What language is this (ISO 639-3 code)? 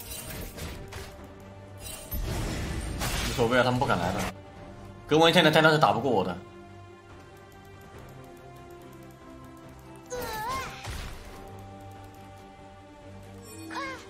zho